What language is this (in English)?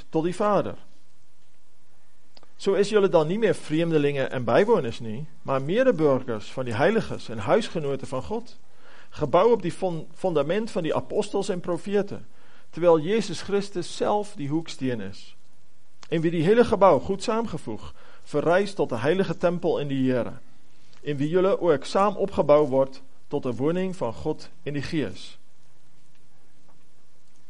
Afrikaans